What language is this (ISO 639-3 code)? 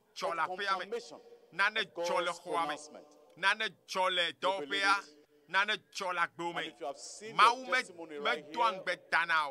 ewe